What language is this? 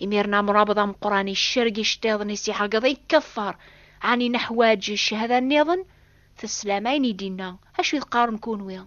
Kabyle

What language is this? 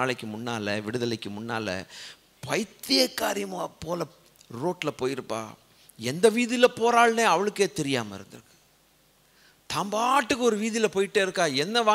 Tamil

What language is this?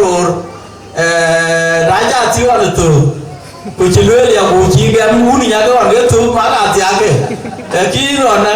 Dinka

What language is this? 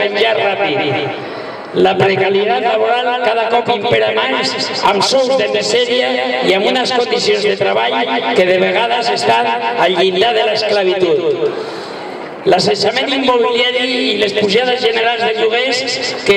Catalan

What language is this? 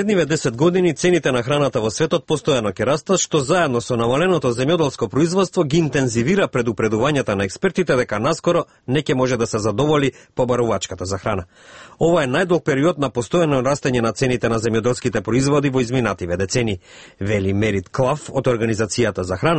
Macedonian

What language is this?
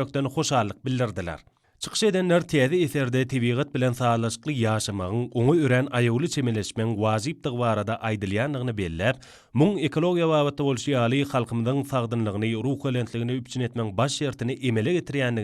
Turkmen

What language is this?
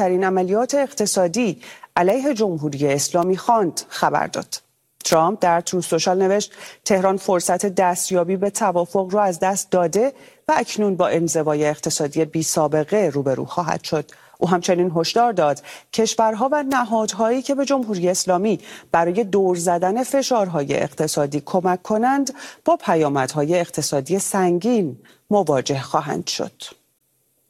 Persian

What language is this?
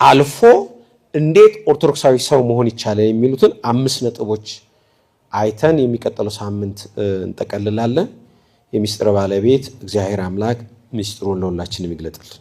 Amharic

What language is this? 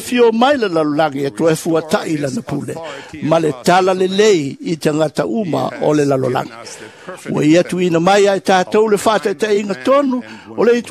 Samoan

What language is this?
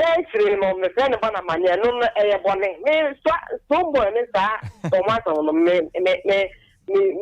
Akan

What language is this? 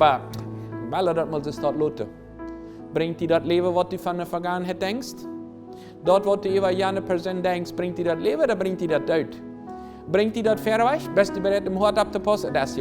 Plautdietsch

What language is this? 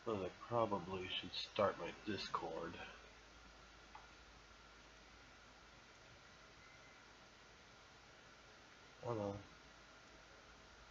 English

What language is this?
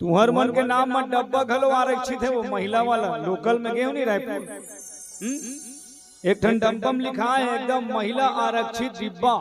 Chhattisgarhi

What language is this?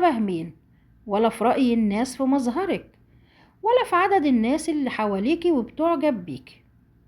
Egyptian Arabic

